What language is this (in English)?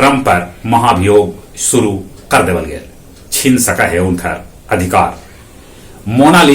Magahi